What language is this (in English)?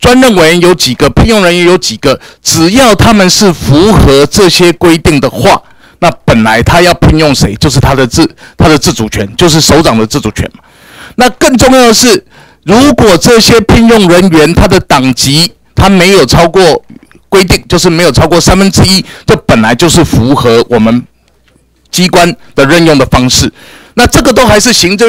Chinese